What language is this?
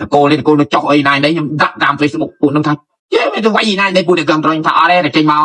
Khmer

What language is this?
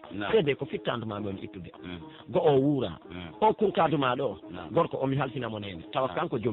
Pular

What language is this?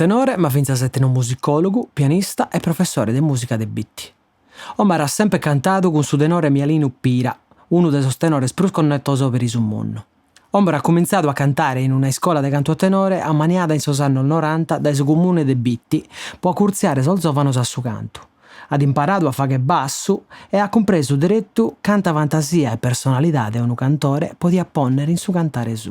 Sardinian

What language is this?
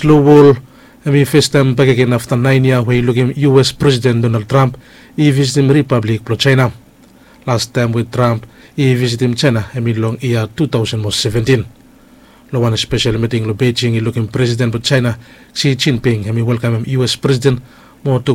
Bislama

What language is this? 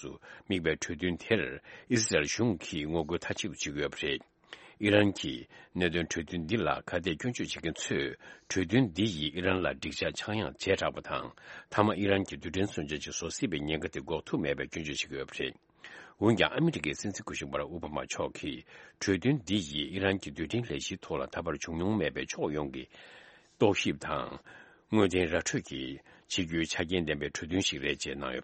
Tibetan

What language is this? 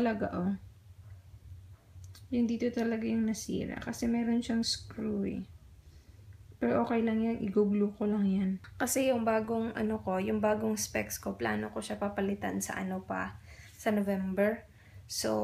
Filipino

